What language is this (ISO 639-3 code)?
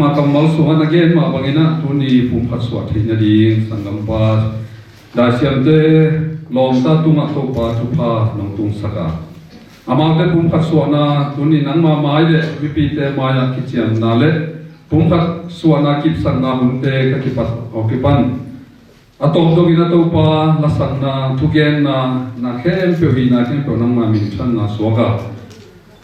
ctd